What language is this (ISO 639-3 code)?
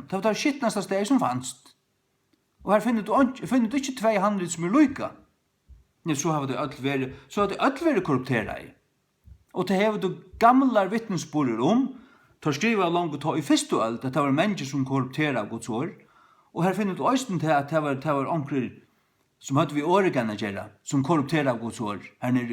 fao